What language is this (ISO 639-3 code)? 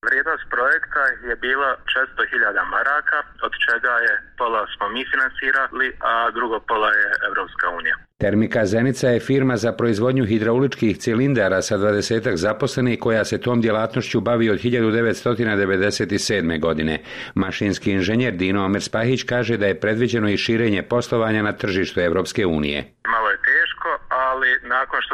bos